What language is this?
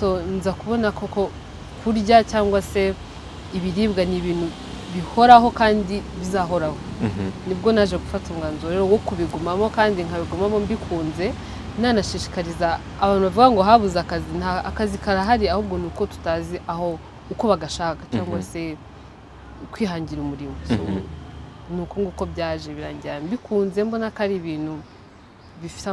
Kinyarwanda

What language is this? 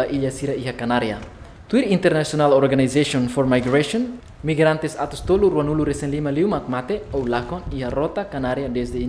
Tetum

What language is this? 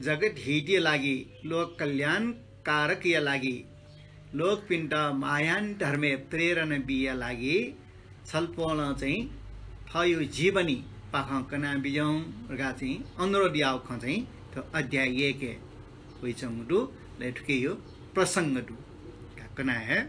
Newari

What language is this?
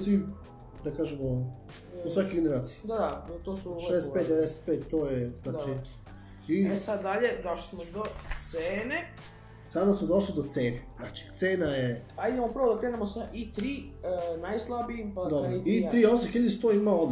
Serbian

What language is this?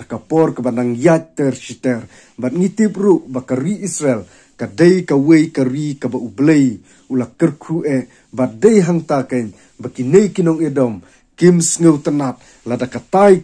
Khasi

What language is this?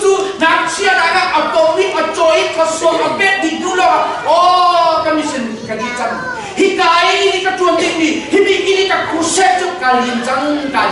Hakha Chin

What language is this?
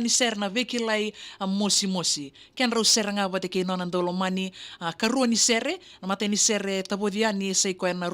Fijian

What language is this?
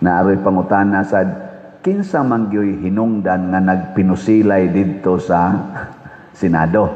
Cebuano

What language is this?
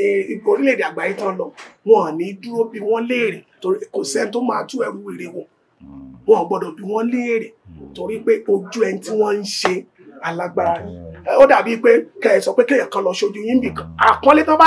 Yoruba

